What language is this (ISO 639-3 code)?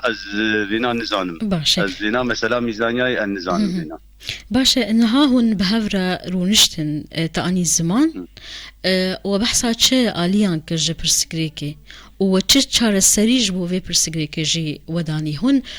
kur